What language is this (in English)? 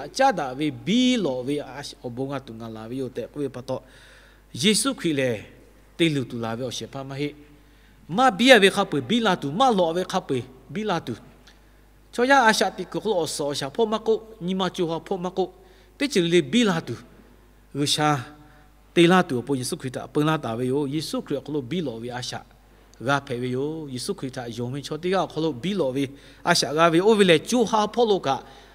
Lahu